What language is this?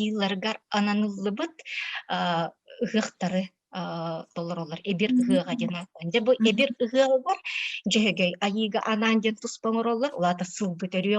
Yakut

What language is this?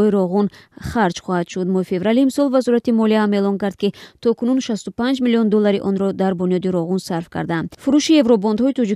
Tajik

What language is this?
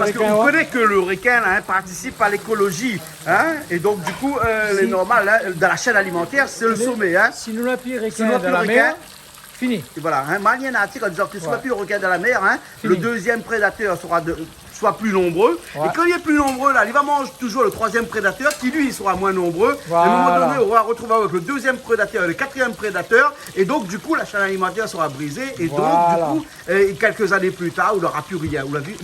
Réunion Creole French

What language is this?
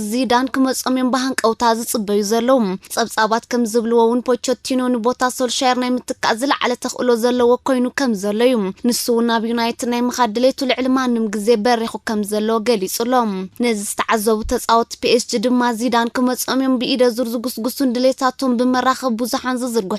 Tigrinya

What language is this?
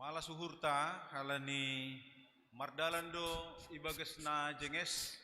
Batak Simalungun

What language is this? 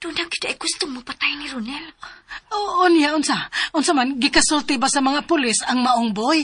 Cebuano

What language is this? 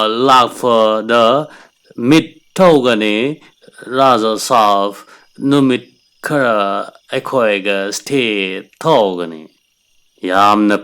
Manipuri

